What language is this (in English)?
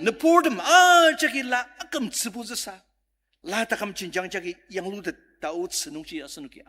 Ao Naga